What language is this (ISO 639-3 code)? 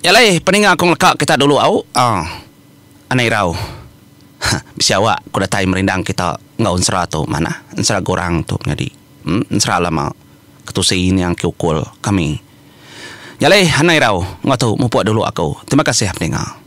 iba